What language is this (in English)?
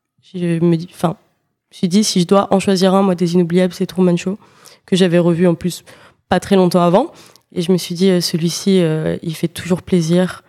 French